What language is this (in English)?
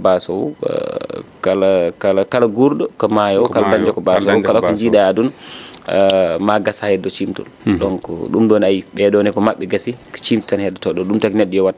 Fula